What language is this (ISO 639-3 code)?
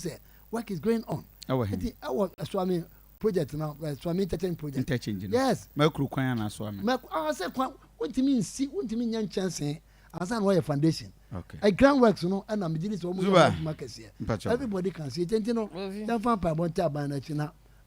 aka